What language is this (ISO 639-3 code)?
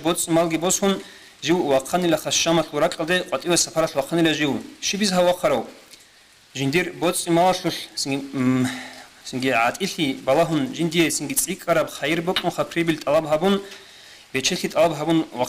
ava